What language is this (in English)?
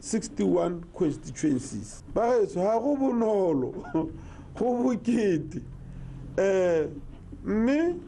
Tswana